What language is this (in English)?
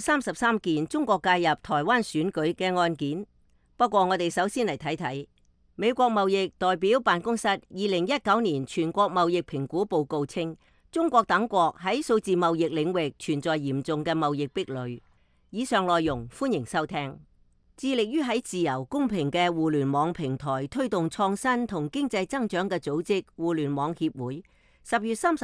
Cantonese